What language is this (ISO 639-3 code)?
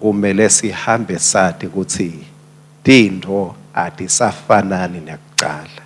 ssw